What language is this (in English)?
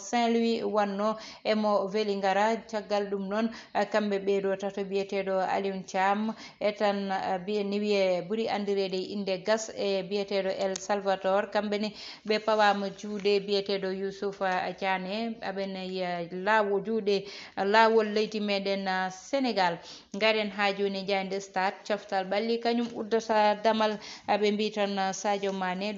Fula